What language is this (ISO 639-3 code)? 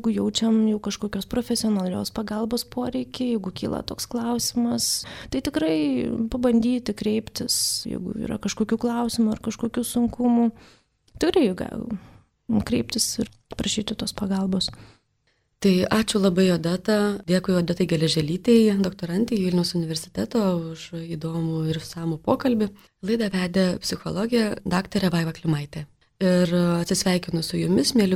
lit